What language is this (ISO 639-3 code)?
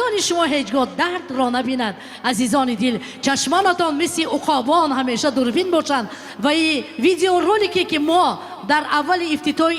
tgk